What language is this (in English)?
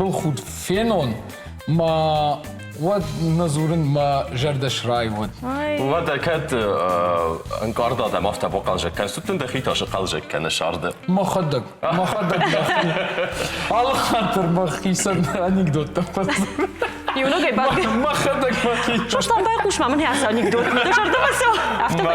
Ossetic